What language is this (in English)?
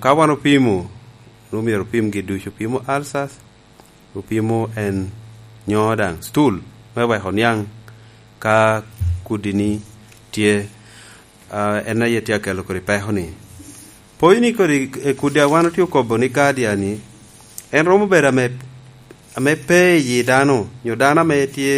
Lango (Uganda)